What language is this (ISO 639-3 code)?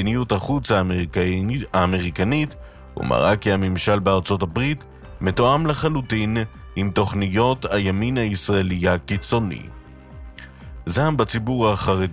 heb